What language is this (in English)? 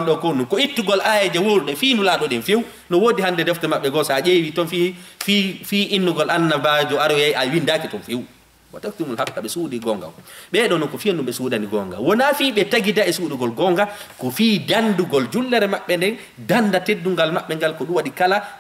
Fula